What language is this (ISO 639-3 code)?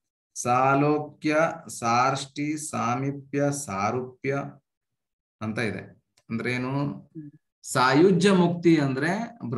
kan